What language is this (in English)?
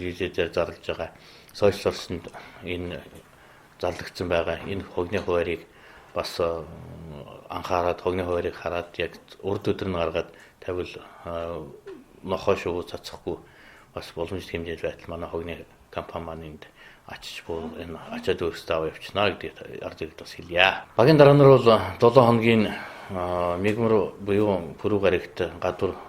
Mongolian